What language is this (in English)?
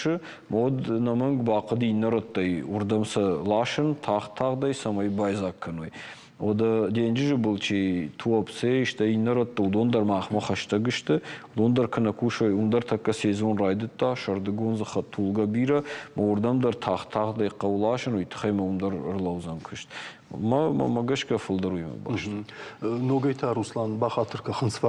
Ossetic